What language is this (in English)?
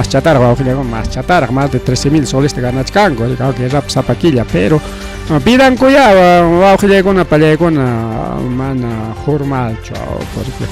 Ayacucho Quechua